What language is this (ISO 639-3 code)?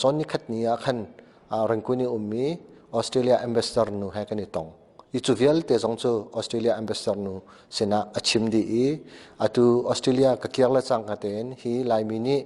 cnh